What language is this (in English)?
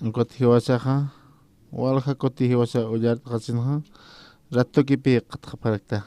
Aymara